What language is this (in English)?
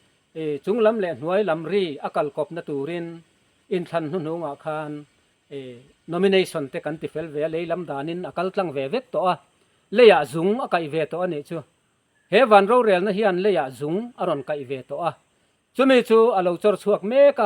Mizo